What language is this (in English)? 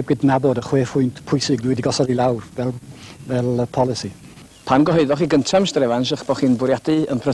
Welsh